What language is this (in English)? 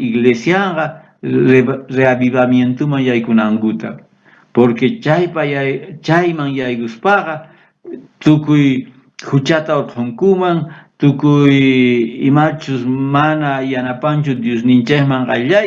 South Bolivian Quechua